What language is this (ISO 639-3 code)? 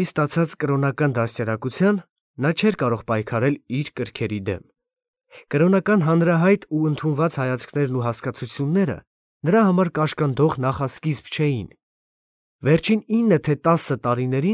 hye